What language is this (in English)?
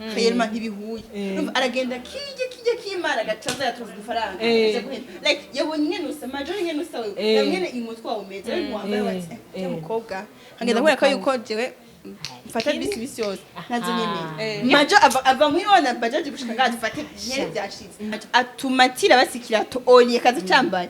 Rundi